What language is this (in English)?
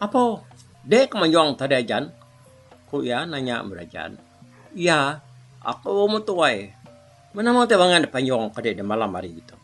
Iban